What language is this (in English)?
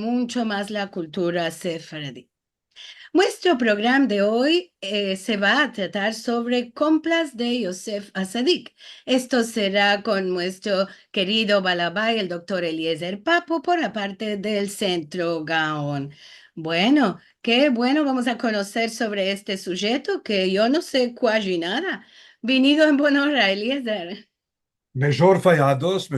Ladino